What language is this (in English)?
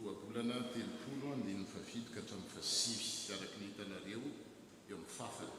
Malagasy